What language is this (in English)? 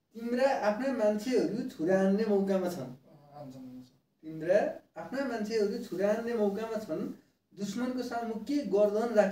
Nepali